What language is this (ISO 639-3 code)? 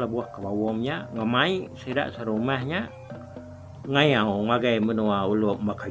iba